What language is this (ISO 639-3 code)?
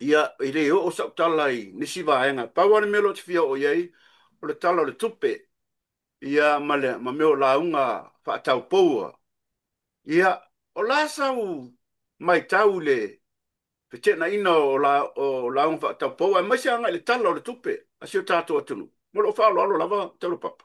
smo